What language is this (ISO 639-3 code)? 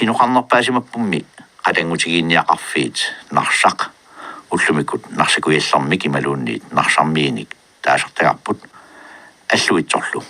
kal